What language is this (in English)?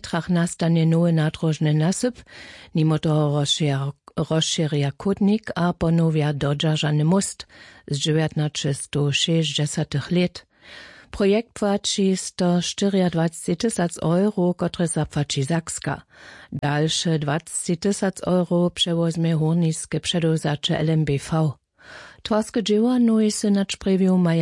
Upper Sorbian